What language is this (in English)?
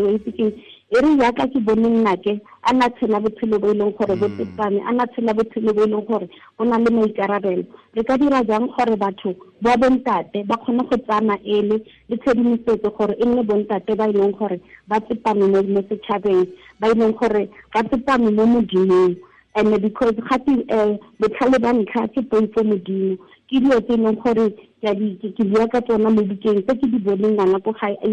Tswana